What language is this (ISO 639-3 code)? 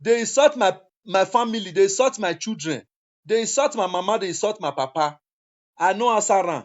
pcm